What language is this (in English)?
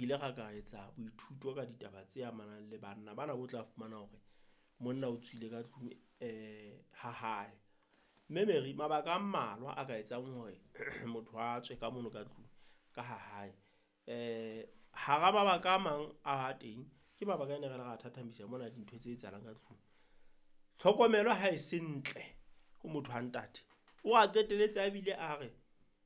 Southern Sotho